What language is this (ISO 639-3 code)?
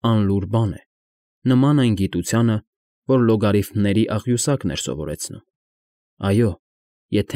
hye